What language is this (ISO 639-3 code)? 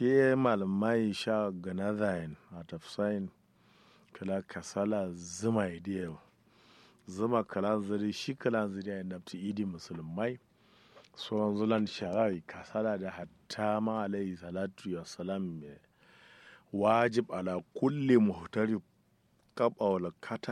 kau